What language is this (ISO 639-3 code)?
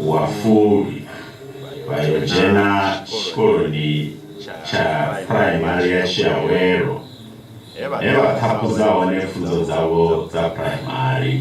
ven